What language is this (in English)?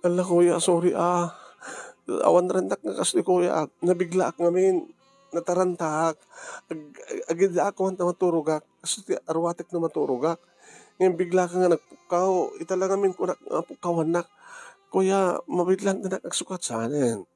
Iloko